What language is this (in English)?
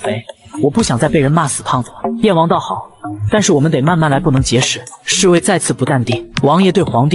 Chinese